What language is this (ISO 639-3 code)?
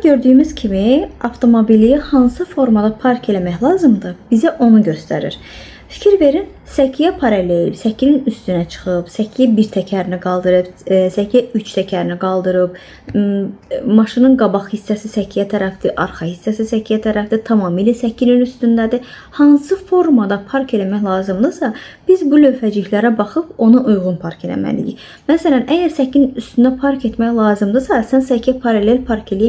aze